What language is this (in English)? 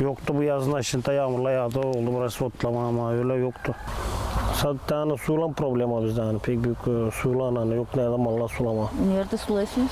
Gagauz